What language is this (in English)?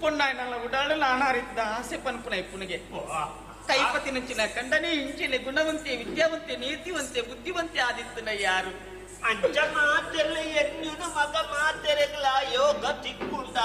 Tulu